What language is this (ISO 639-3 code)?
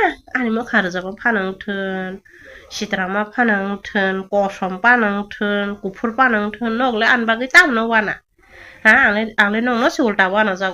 trp